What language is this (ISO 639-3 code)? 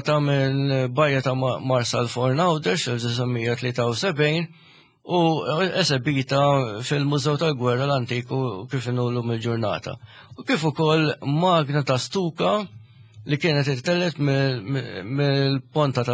mlt